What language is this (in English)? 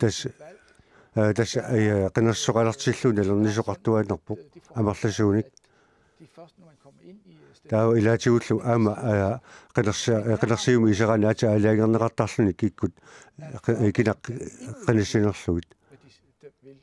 Kalaallisut